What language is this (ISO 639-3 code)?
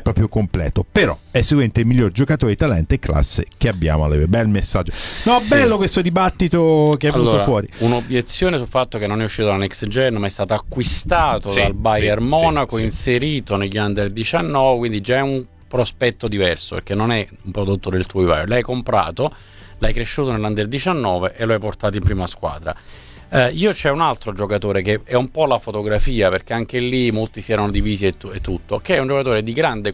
ita